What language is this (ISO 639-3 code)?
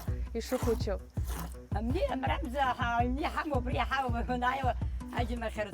abk